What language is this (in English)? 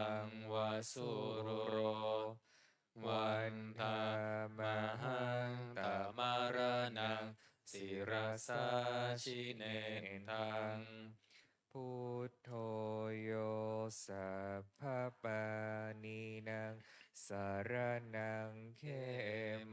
Pali